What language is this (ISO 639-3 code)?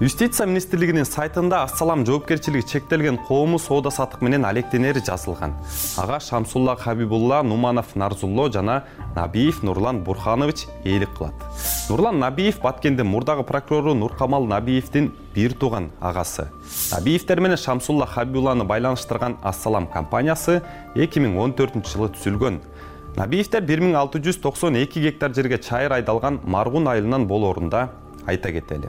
kir